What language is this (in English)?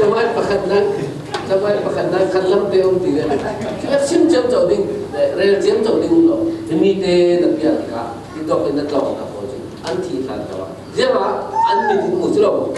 Falam Chin